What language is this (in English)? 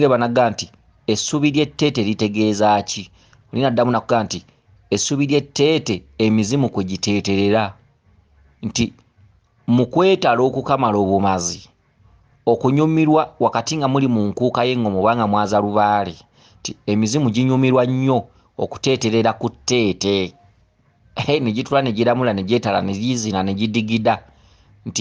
Ganda